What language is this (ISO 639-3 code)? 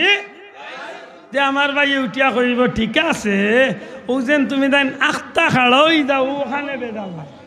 syl